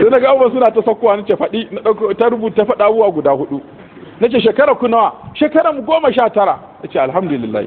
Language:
Hausa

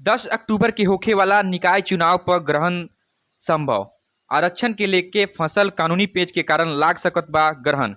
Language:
Bhojpuri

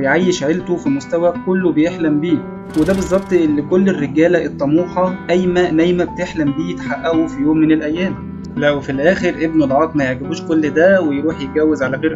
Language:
Egyptian Arabic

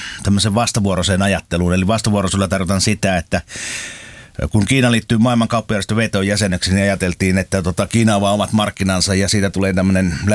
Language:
Finnish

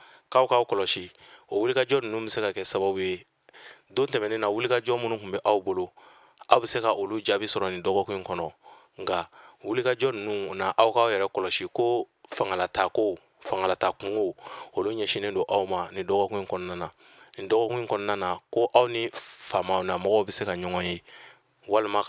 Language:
Bambara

